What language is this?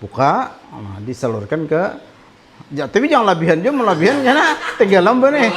Banjar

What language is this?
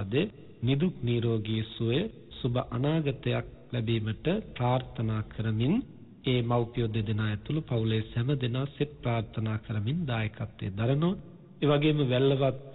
Sinhala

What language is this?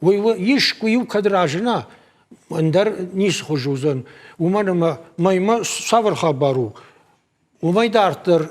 Ossetic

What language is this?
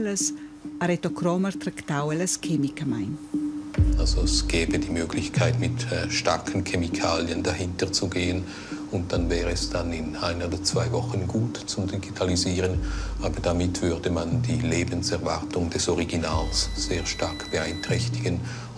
Romansh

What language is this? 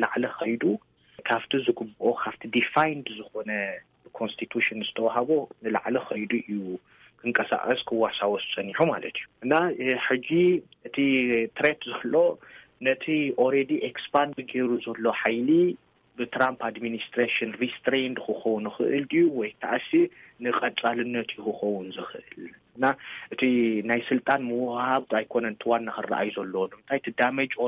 Tigrinya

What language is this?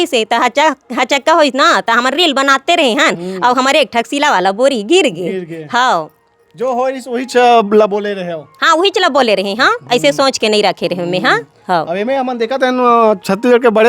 Chhattisgarhi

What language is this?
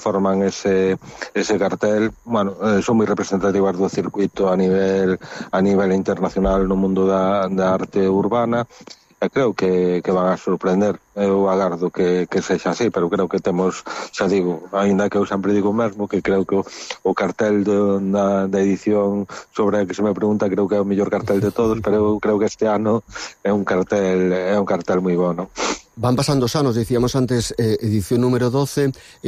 Galician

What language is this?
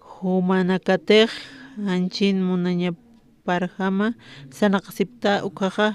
Aymara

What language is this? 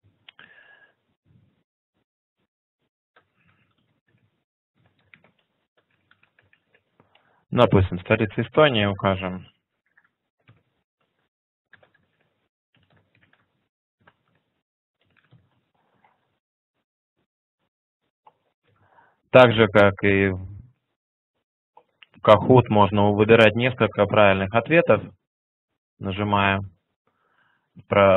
Russian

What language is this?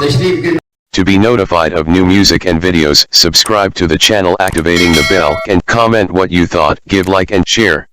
Saraiki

